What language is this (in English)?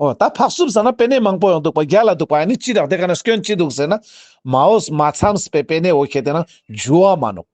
Ladakhi